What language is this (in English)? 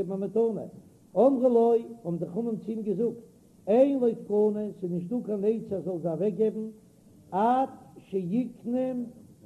Yiddish